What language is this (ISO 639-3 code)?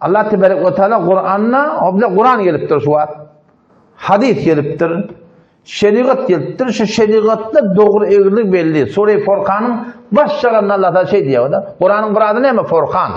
tuk